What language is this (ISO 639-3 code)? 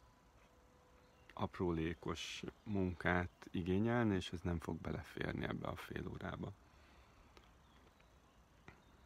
hun